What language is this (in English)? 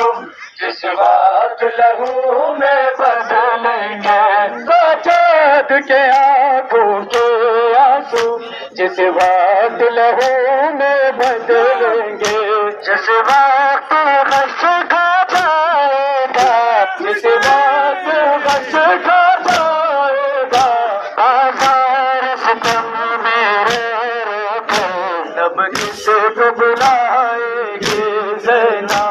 Urdu